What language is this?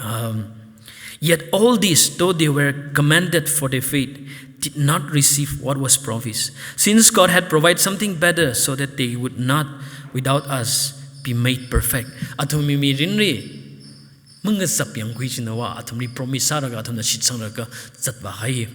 Tangkhul Naga (India)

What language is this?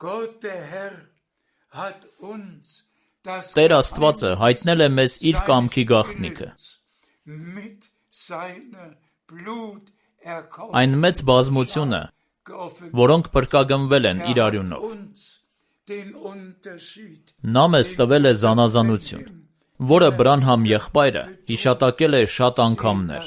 Armenian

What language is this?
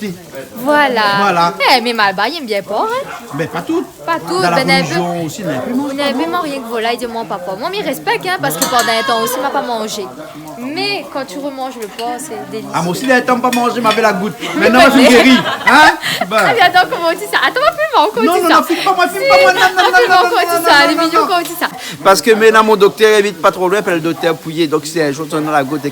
Réunion Creole French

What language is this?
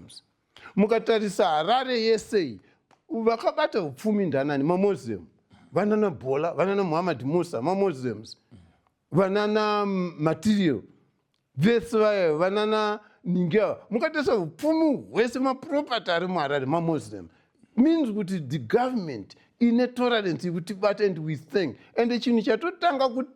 Shona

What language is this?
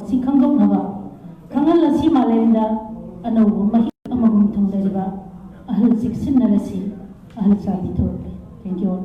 Manipuri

